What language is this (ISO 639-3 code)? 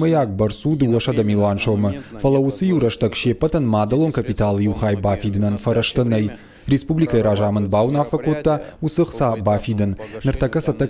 oss